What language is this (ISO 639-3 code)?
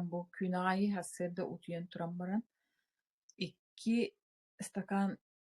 sah